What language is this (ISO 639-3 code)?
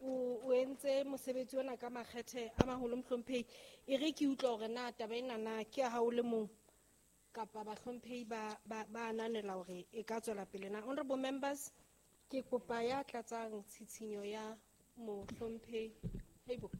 sot